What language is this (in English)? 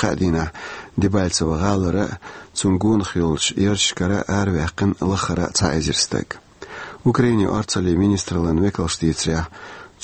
Chechen